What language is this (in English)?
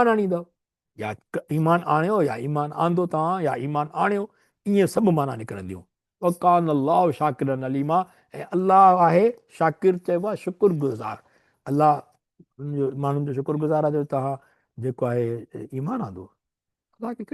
Sindhi